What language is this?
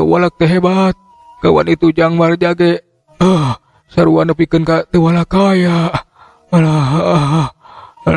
Sundanese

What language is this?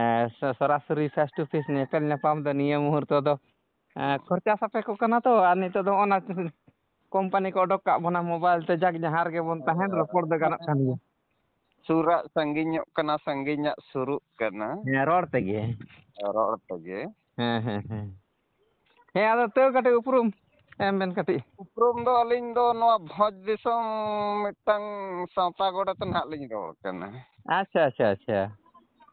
Santali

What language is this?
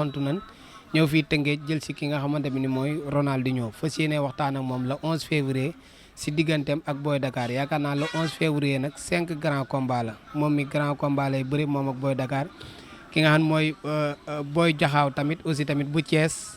Wolof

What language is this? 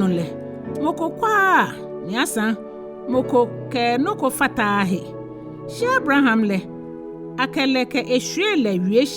Ga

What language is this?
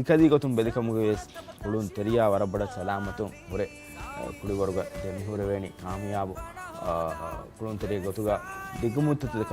Divehi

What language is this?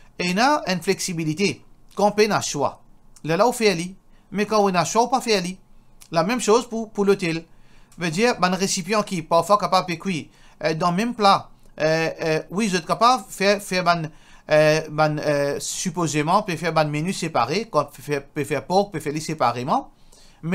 Morisyen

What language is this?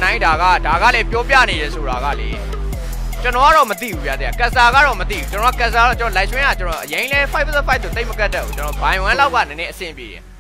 Burmese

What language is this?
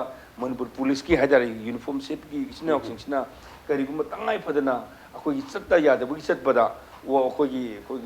Manipuri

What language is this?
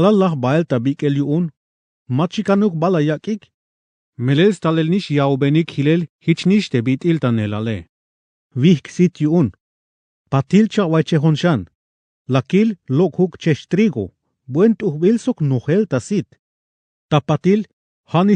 Tzeltal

